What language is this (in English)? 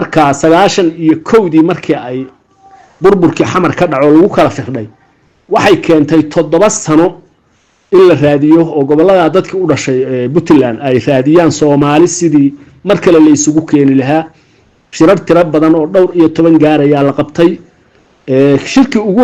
Somali